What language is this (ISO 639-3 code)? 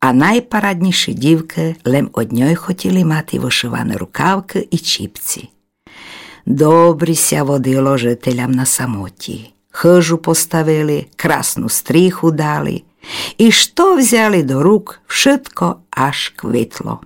rue